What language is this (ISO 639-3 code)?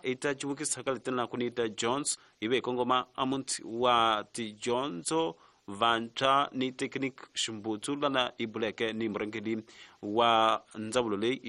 tso